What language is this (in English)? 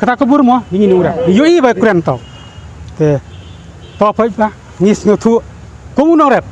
Khasi